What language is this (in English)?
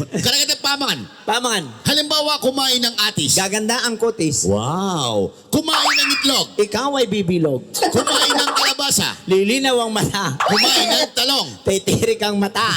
Pampanga